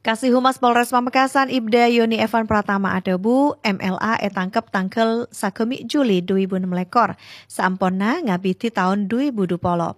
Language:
Madurese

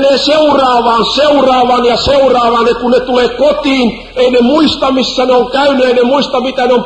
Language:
Finnish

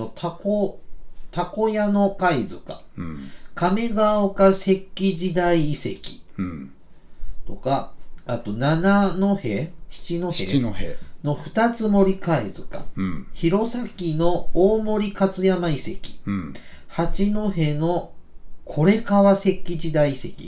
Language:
Japanese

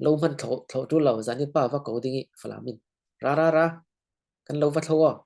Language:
Falam Chin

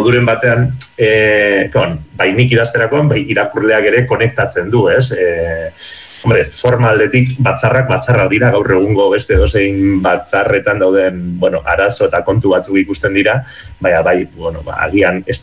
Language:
Basque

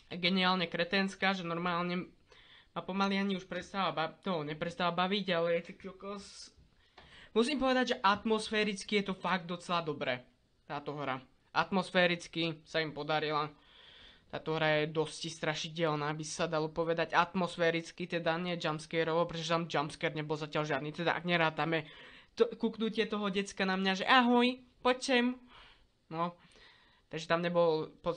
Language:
Slovak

